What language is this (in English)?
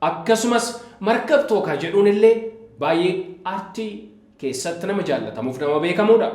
Oromo